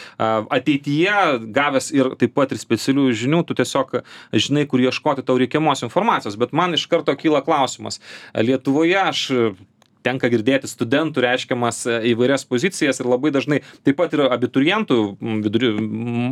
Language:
Lithuanian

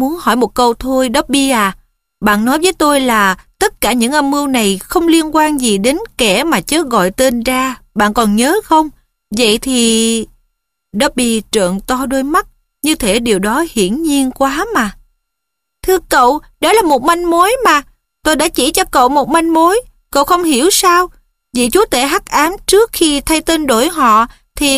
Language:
Vietnamese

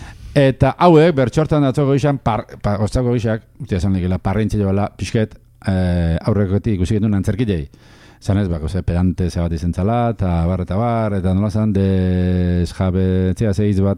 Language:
Basque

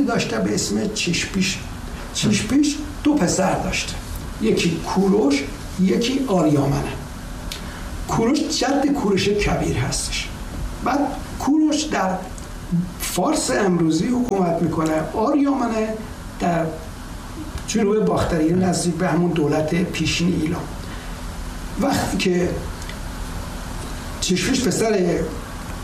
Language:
Persian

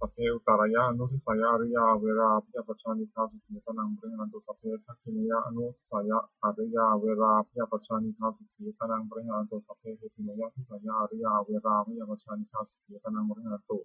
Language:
Pali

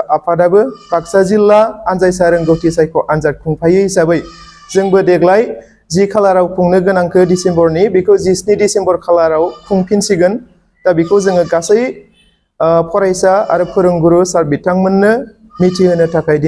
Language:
Bodo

